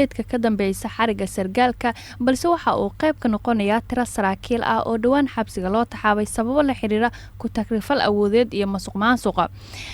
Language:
Somali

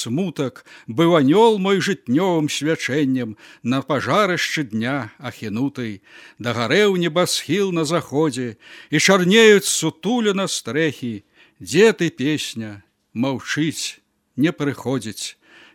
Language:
Belarusian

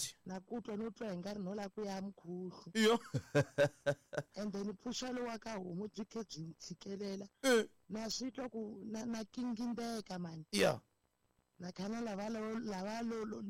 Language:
Tsonga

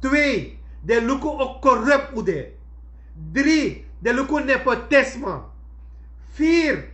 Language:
Sranan Tongo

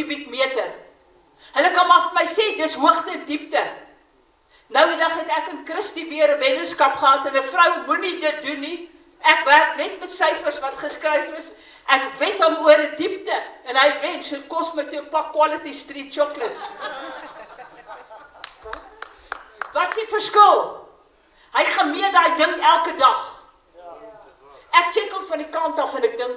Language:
Afrikaans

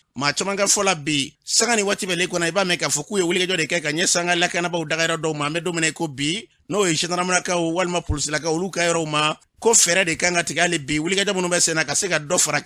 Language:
Bambara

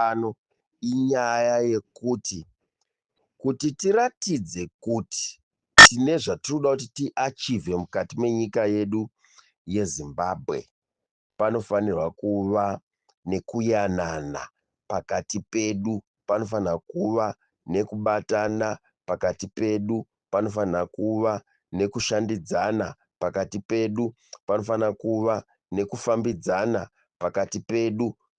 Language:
Shona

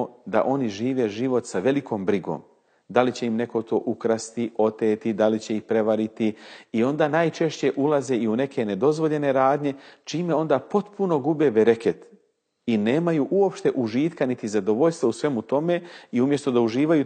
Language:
Bosnian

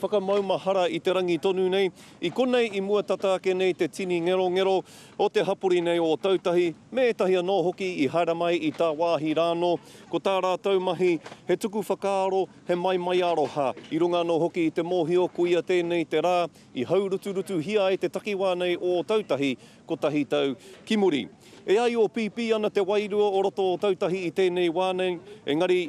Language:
Māori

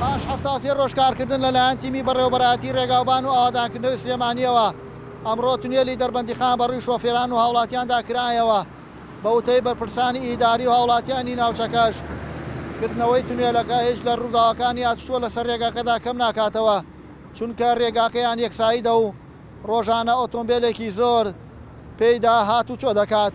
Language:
Central Kurdish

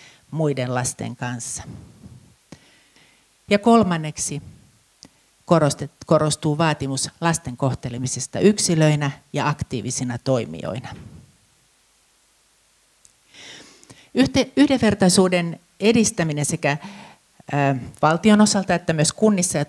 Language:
Finnish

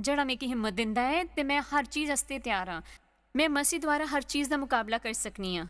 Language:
Dogri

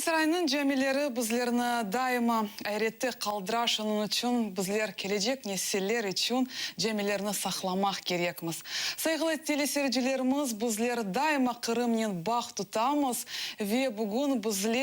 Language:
Crimean Tatar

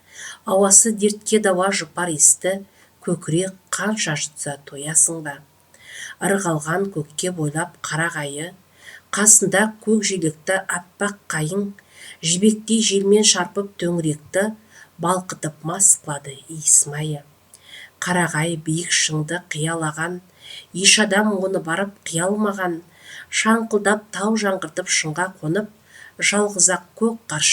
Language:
Kazakh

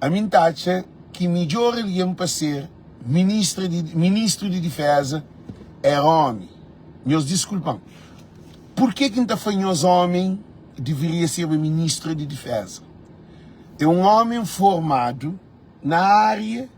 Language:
Kabuverdianu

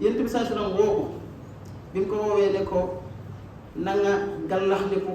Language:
Wolof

